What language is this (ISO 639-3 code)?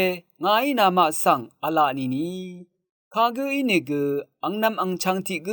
raw